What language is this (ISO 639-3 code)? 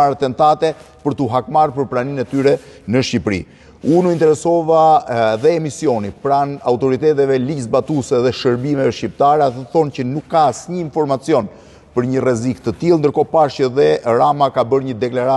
sqi